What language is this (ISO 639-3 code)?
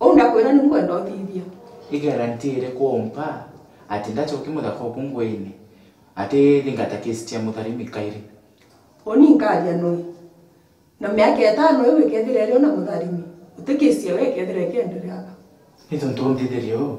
mer